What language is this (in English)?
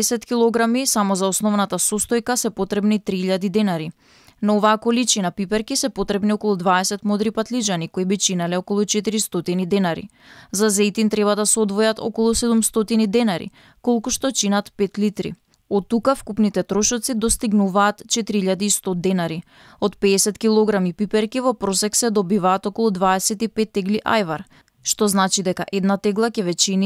Macedonian